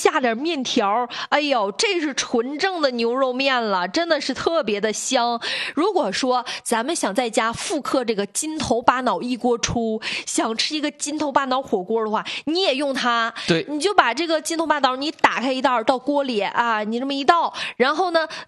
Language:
Chinese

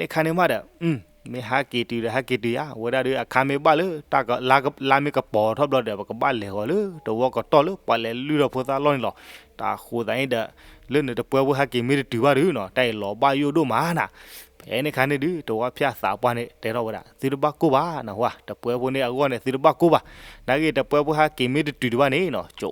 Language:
S'gaw Karen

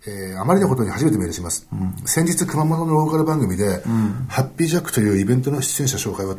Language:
Japanese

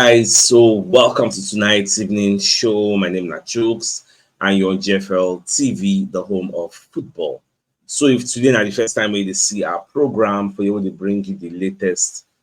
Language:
Nigerian Pidgin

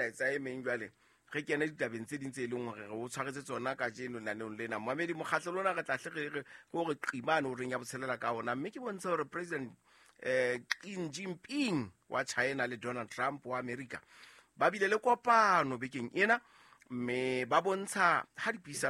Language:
Southern Sotho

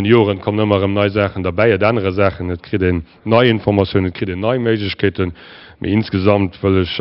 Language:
Luxembourgish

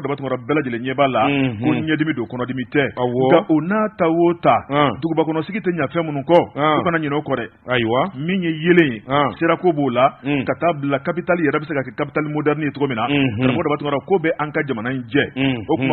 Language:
Bambara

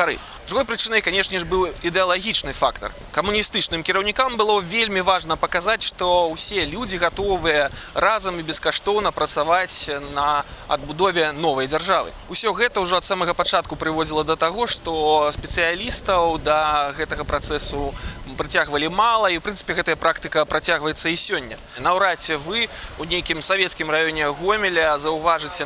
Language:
Belarusian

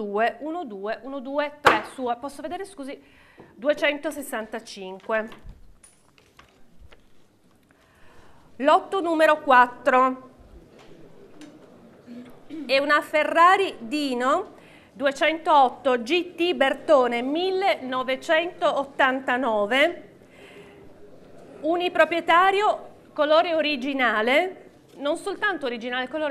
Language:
Italian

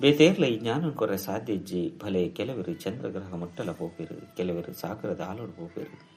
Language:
Tulu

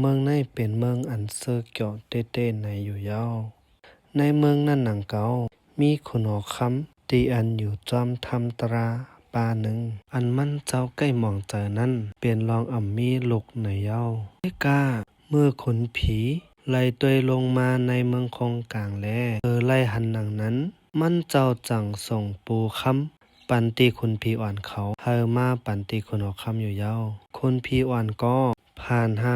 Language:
Shan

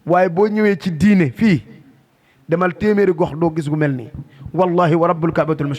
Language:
Wolof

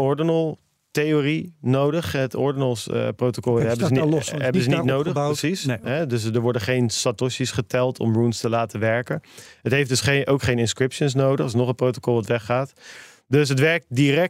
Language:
Dutch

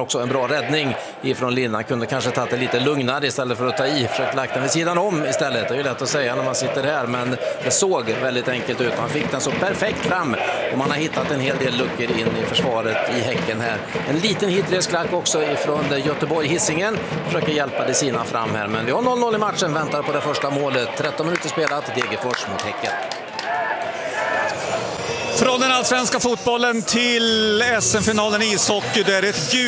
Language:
Swedish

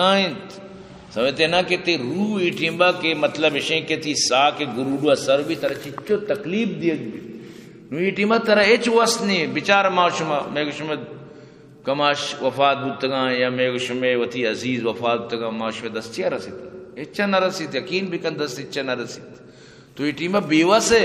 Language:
Eastern Balochi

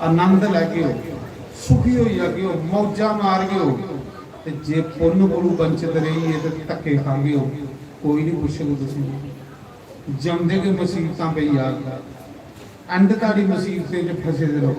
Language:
Dogri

